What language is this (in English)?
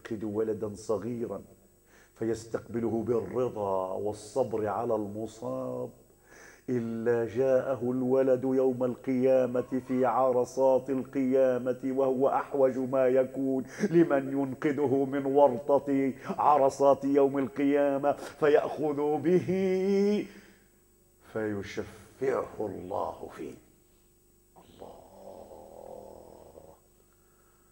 Arabic